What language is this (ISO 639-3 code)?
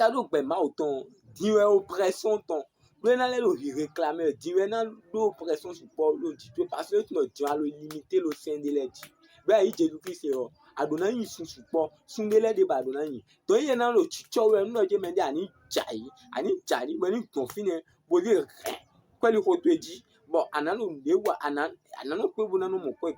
fon